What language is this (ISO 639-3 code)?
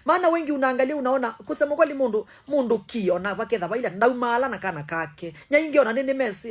kam